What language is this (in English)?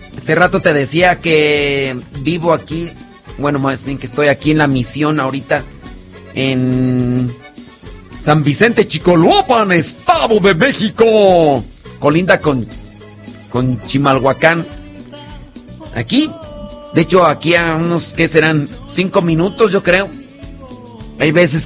Spanish